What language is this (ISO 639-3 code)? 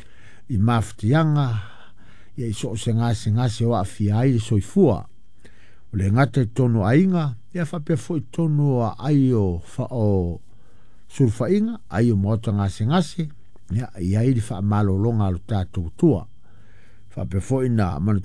smo